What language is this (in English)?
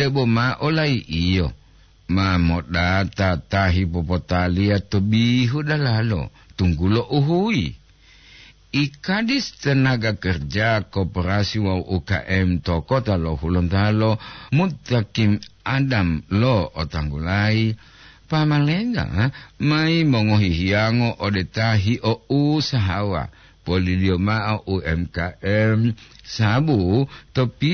Gorontalo